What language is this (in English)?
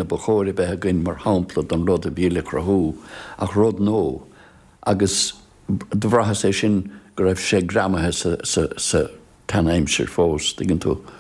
Irish